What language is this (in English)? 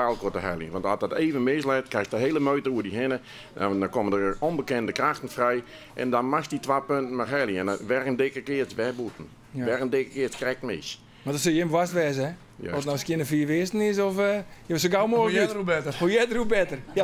Western Frisian